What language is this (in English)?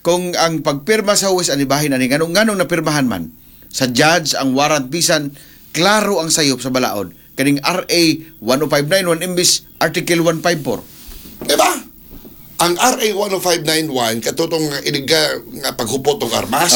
Cebuano